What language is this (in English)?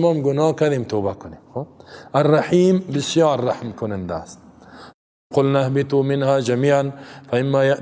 Persian